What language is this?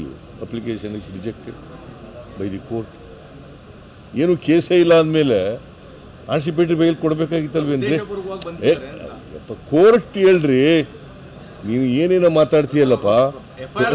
Kannada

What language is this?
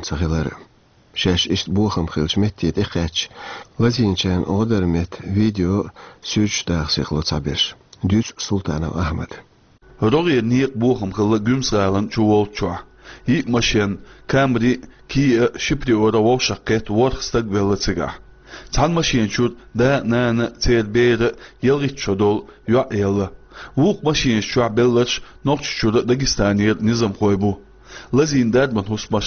Chechen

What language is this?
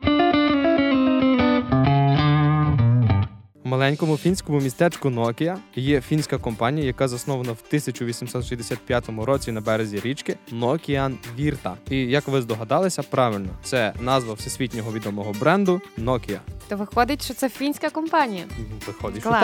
Ukrainian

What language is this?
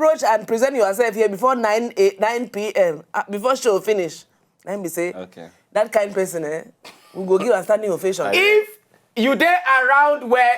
Nigerian Pidgin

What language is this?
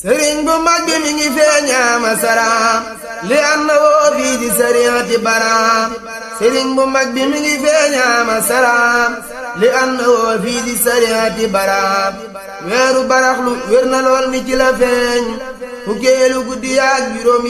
Wolof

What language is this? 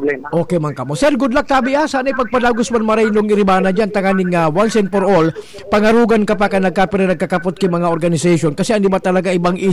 Bikol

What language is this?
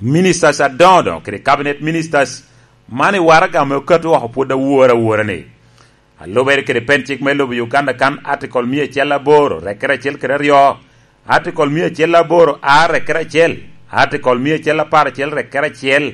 Lango (Uganda)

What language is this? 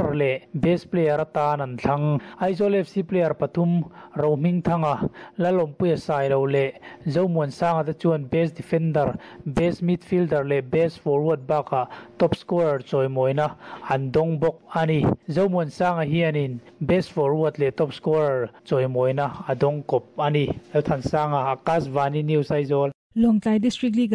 Mizo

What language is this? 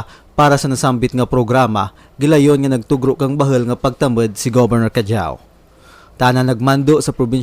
Kinaray-a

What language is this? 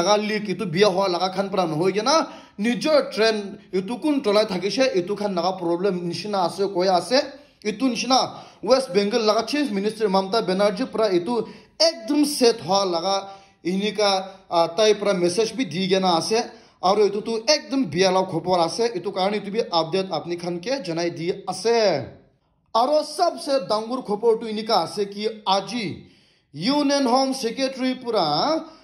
Naga Pidgin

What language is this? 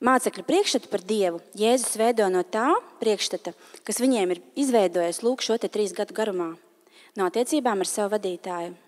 Latvian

